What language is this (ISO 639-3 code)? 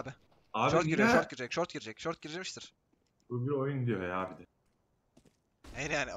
tur